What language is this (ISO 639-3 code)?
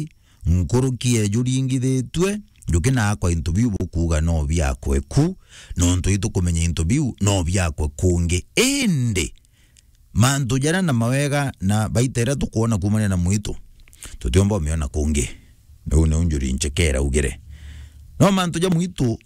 mer